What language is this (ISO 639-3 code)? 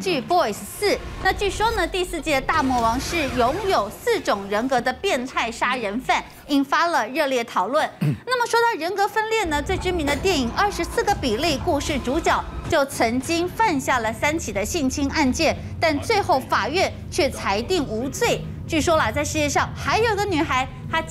zho